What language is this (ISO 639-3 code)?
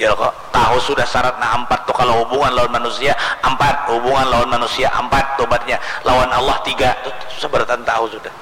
bjn